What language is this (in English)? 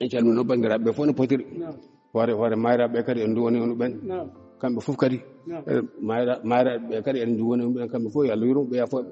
Fula